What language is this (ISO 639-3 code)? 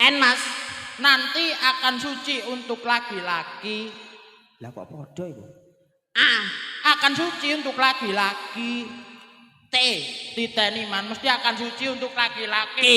jav